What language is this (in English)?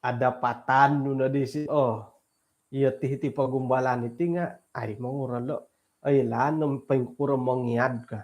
Central Dusun